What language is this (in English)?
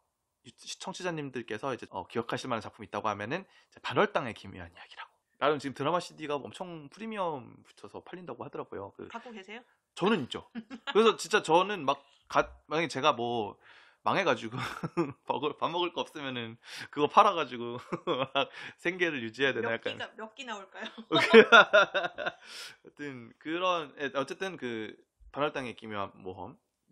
Korean